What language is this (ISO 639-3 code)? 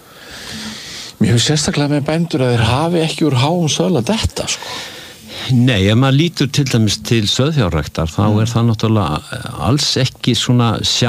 isl